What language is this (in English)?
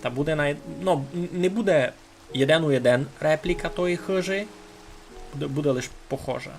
Rusyn